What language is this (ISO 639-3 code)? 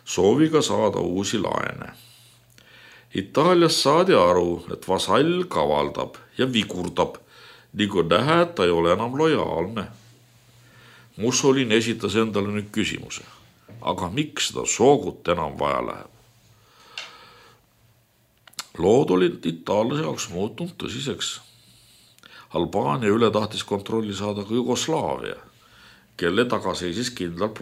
est